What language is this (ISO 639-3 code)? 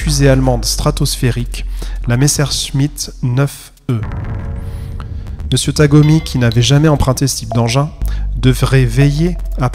fra